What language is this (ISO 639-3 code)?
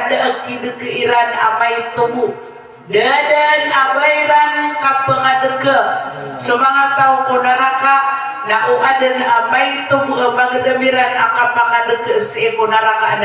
mrw